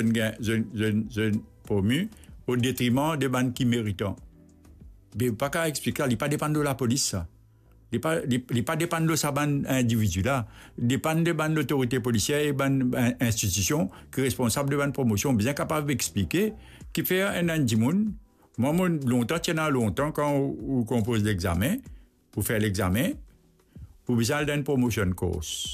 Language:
Morisyen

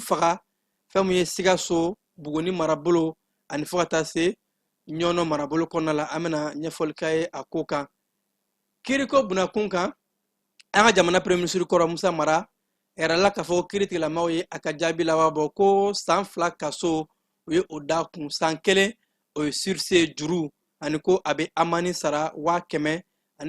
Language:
Bambara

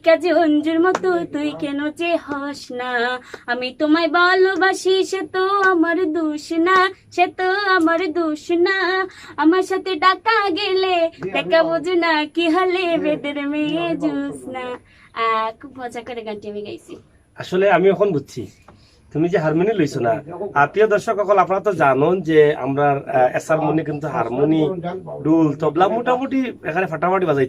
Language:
Sylheti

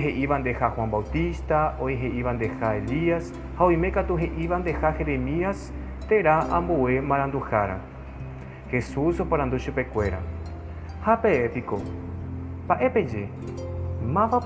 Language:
Guarani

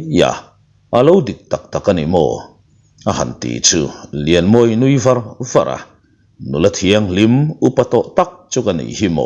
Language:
Mizo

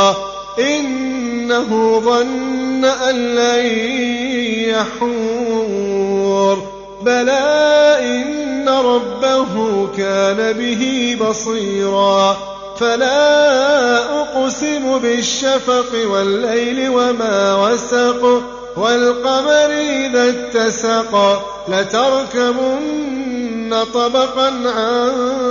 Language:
Arabic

